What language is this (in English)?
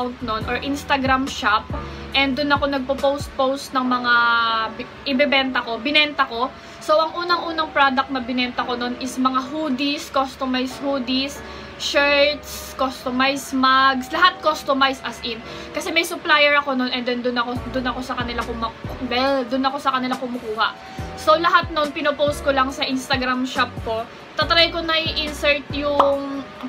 Filipino